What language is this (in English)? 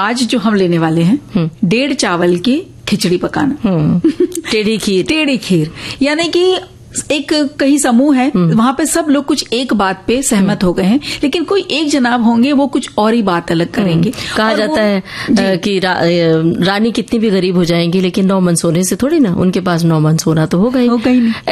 Hindi